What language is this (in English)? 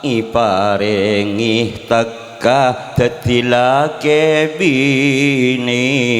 Madurese